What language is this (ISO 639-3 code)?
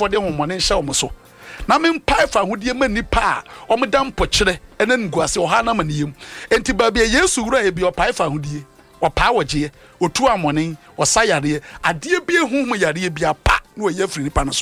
aka